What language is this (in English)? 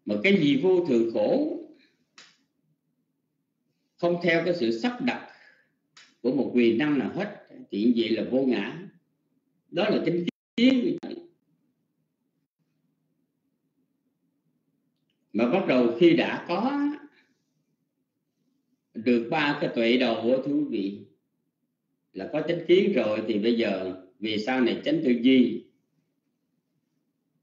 Vietnamese